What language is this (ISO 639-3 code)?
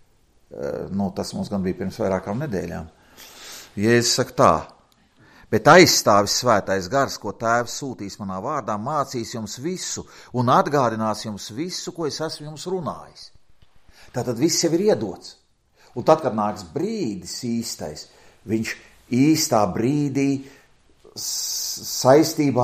lav